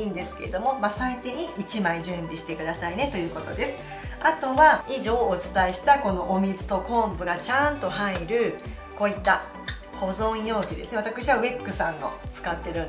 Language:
Japanese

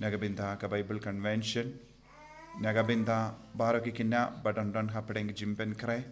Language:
Khasi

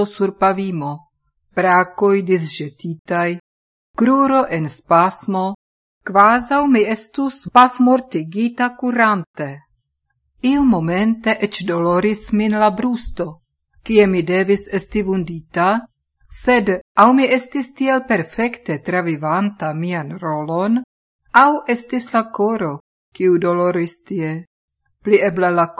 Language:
Esperanto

